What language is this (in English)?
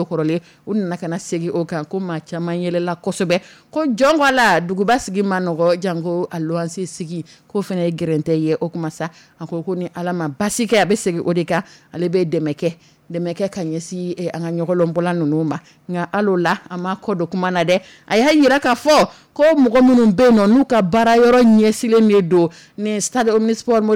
Dyula